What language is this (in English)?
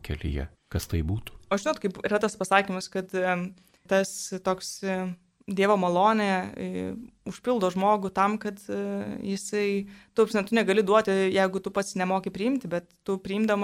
Lithuanian